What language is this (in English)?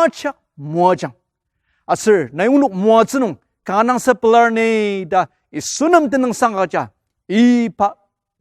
Ao Naga